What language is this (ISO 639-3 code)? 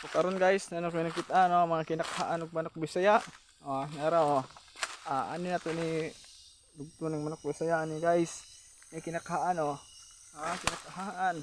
ceb